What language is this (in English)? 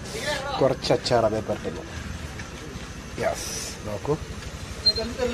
Malayalam